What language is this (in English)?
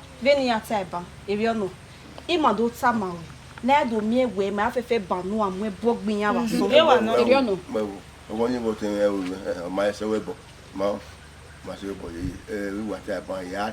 Bini